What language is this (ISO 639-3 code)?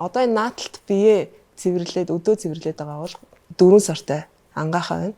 mon